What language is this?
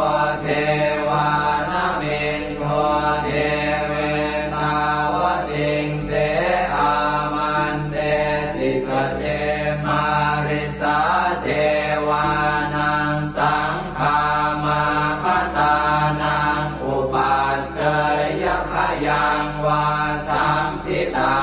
Pali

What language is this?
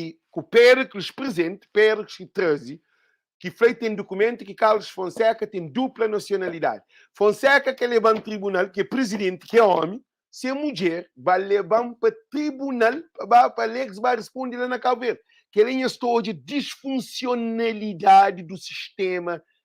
Kabuverdianu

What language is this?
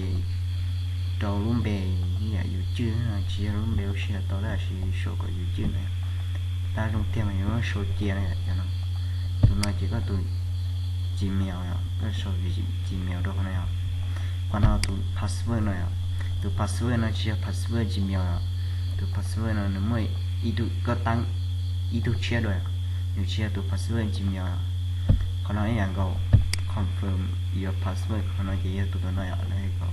Hmong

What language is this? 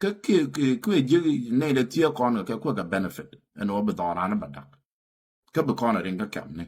Nuer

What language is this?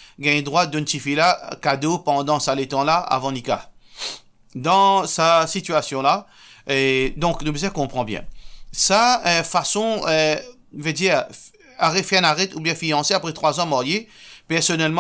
Morisyen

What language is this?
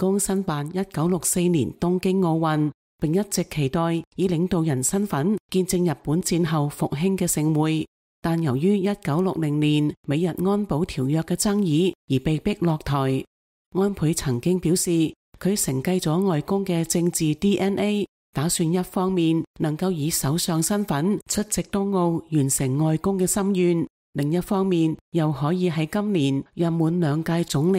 Cantonese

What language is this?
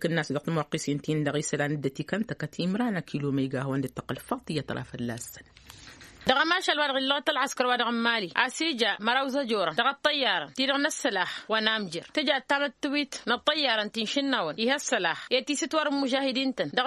Tamasheq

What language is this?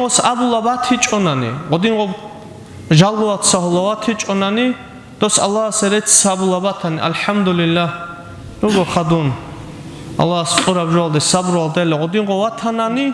Avaric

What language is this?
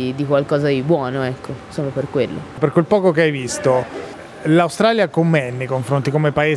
Italian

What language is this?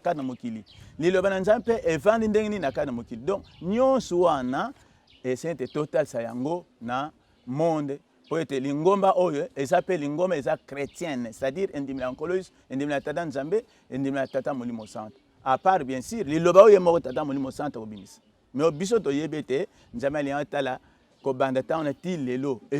Lingala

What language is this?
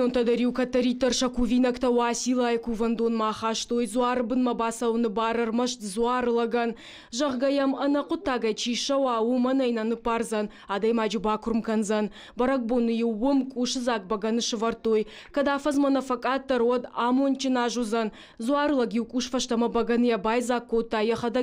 Ossetic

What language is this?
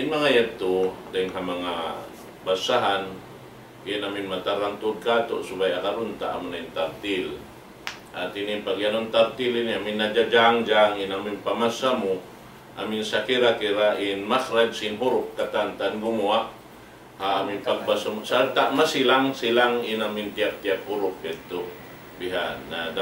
Tausug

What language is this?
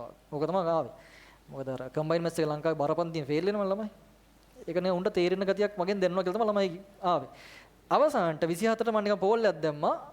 Sinhala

